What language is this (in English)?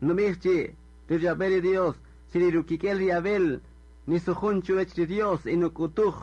Kaqchikel